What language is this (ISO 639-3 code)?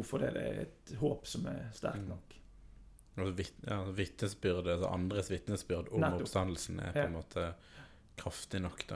nor